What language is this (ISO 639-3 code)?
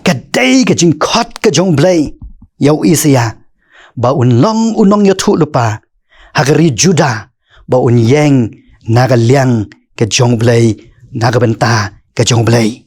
kha